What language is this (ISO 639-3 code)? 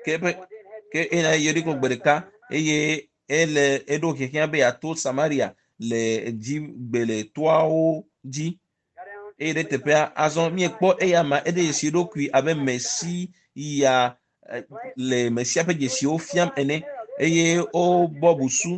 ewe